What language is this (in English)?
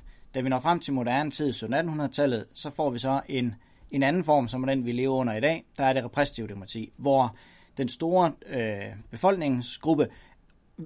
Danish